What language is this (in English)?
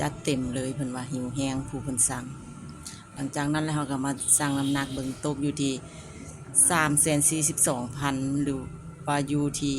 Lao